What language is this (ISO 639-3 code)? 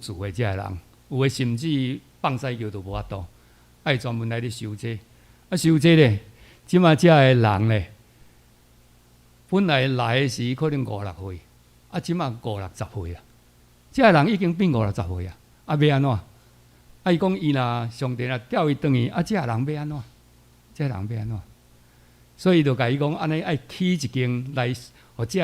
nan